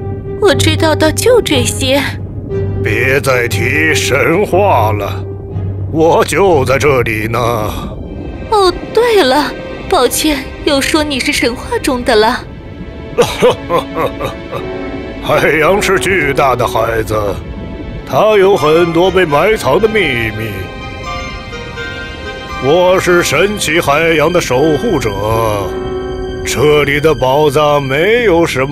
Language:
Chinese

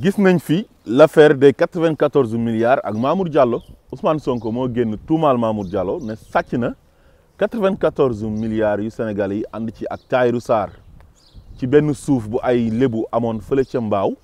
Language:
Wolof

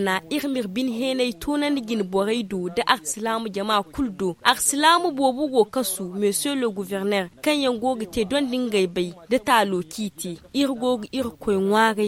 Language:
Zarma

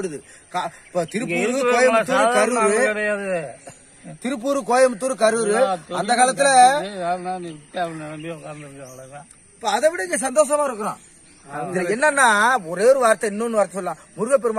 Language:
Tamil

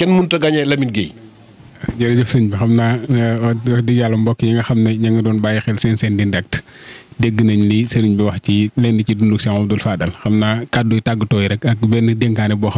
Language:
Wolof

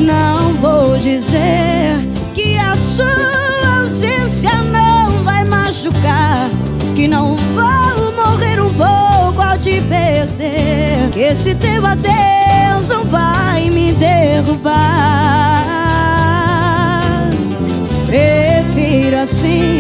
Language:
Portuguese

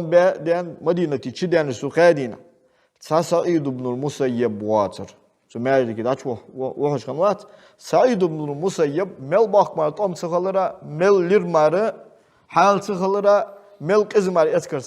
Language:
Ingush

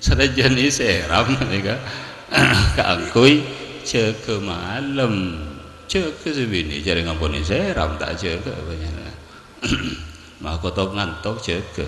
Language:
Madurese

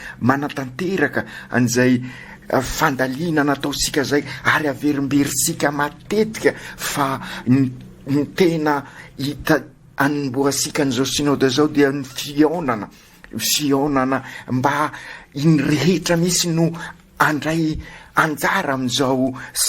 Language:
Malagasy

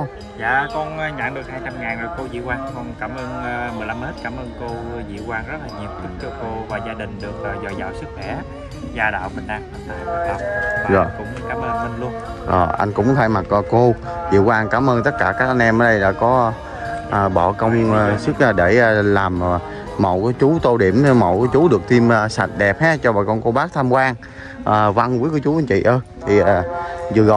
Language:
Vietnamese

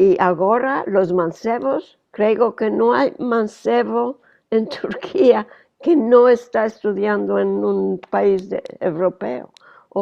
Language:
Ladino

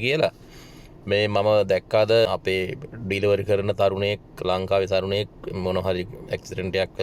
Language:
Sinhala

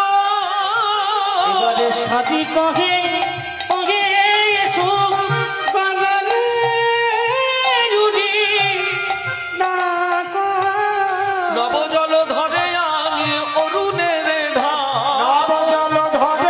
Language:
Bangla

